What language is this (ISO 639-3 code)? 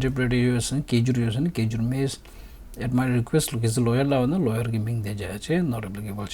bod